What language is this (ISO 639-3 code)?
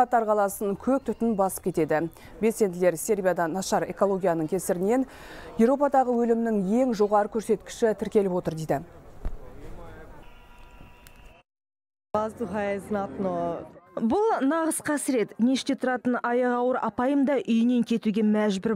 kaz